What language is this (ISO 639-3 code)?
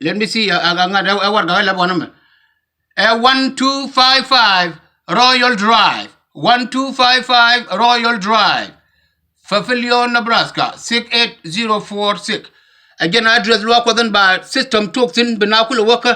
nus